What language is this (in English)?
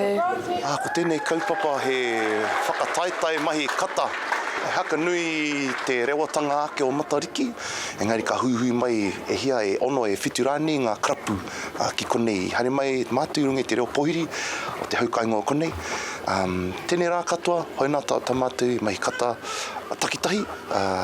Māori